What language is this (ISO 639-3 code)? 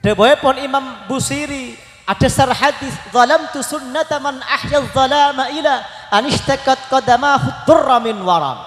mad